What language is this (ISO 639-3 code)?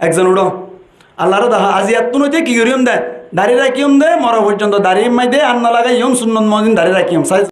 rhg